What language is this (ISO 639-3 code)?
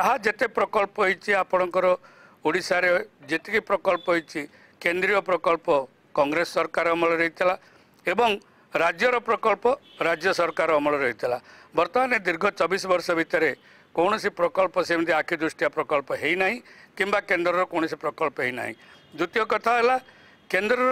ori